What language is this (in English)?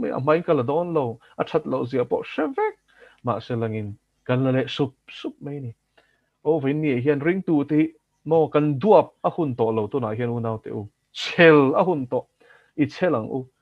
Mizo